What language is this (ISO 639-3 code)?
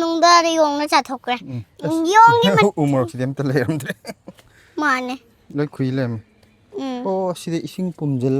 mni